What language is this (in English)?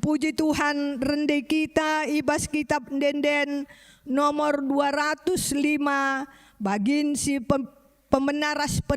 Batak Karo